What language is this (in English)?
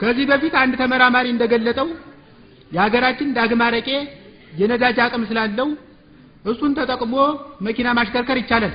Amharic